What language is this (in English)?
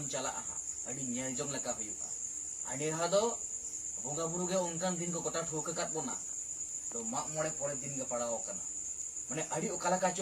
Santali